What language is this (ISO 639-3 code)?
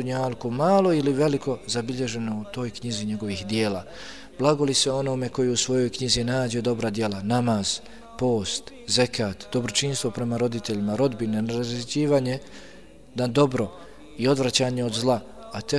bos